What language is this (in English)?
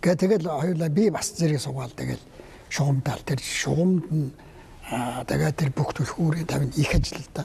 Mongolian